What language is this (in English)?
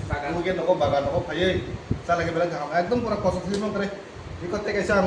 Kok Borok